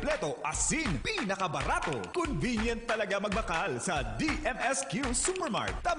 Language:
Bikol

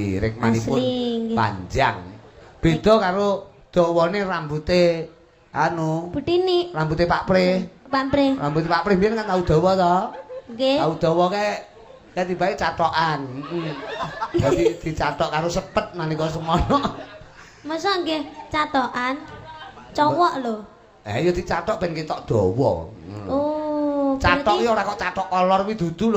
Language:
Javanese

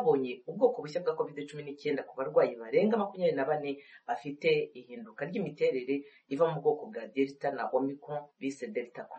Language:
Kinyarwanda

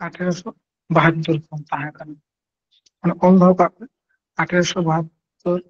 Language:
Santali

